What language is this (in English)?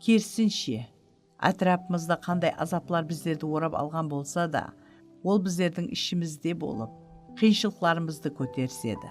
Kara-Kalpak